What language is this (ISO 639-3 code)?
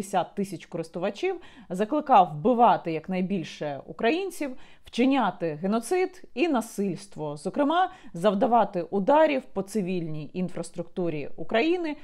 ukr